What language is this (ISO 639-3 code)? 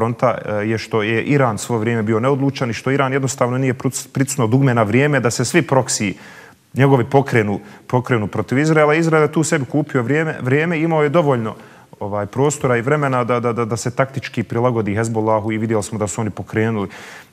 bos